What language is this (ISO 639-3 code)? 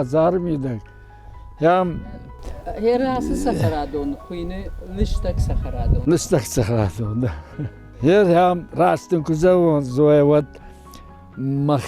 oss